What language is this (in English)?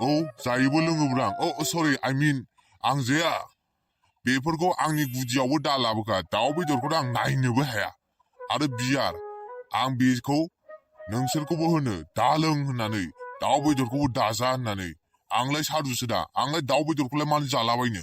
Bodo